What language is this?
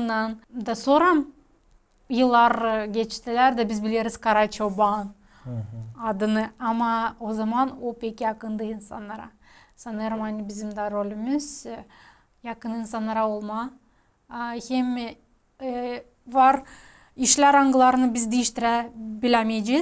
Gagauz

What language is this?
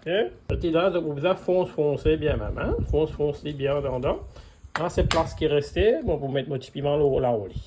Morisyen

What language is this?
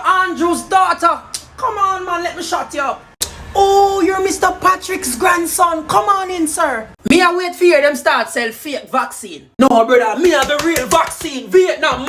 Jamaican Creole English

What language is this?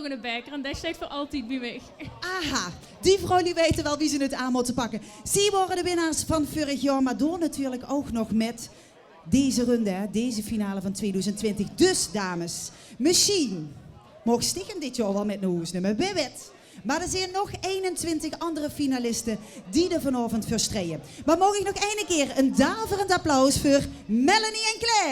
Limburgish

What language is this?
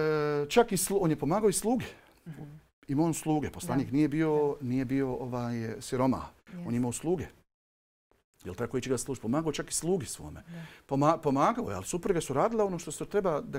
Bosnian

